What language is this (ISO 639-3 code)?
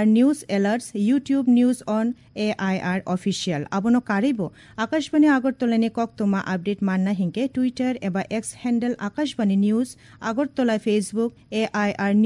trp